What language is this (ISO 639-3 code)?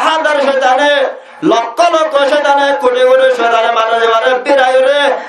rhg